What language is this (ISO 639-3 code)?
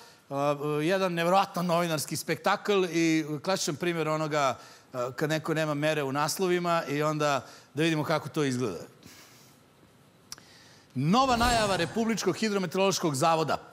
srp